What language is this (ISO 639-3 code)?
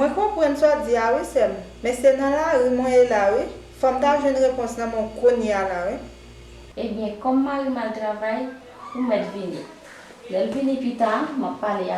hat